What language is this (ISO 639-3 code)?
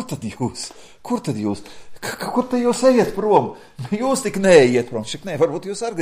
lav